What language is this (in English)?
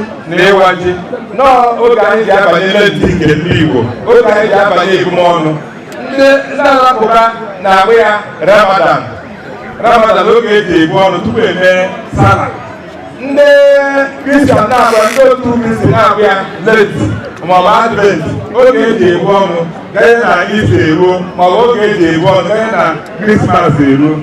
Igbo